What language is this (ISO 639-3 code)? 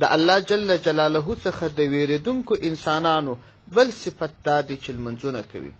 pus